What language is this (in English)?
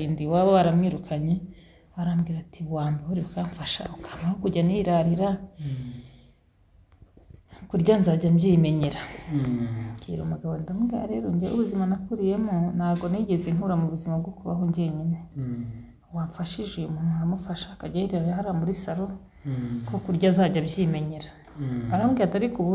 Kinyarwanda